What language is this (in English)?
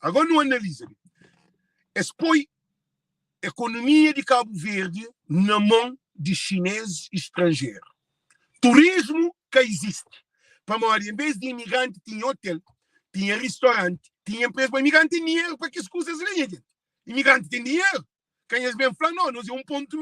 Kabuverdianu